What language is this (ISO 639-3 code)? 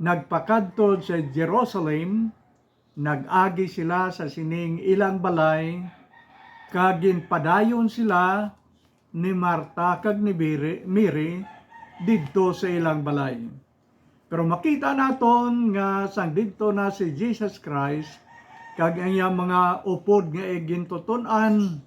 hil